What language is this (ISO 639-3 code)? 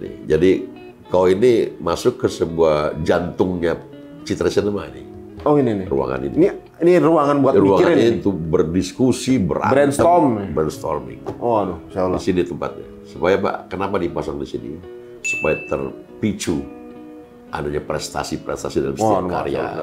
ind